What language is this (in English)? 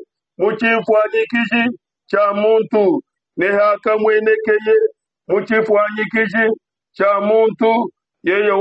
Luba-Lulua